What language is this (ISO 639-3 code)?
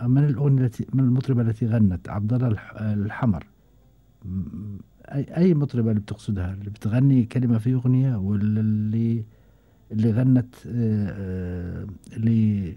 afb